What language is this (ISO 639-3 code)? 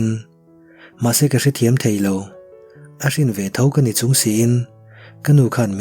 lus